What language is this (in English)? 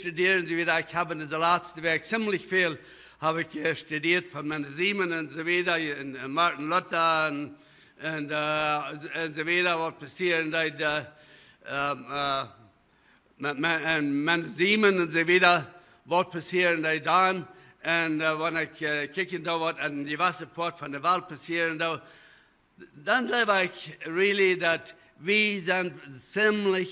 Plautdietsch